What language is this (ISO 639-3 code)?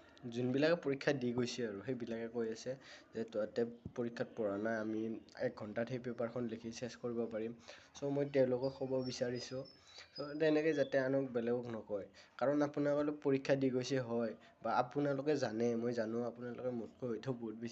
asm